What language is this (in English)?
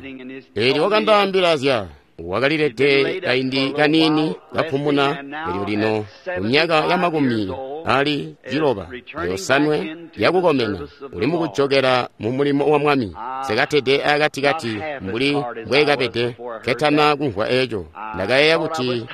Tonga (Zambia)